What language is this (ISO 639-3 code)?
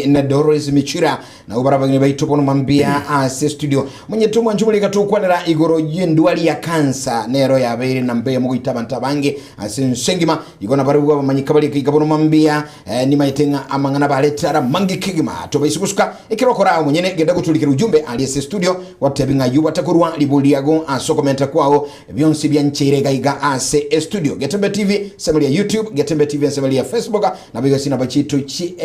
guz